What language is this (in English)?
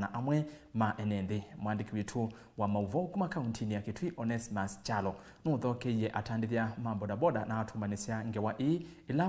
Kamba